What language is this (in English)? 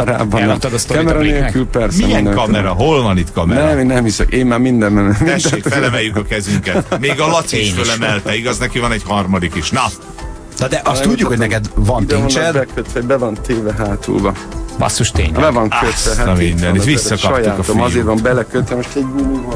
Hungarian